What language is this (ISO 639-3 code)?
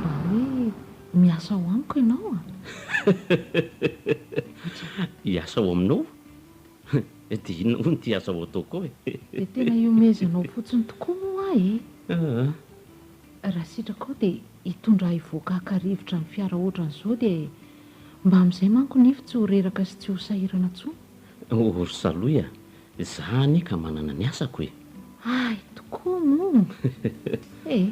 mlg